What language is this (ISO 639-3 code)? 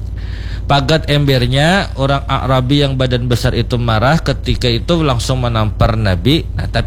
bjn